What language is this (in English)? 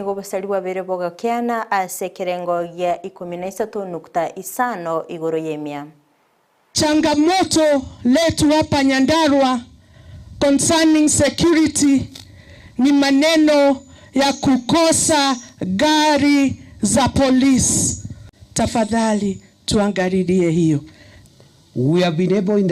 Gusii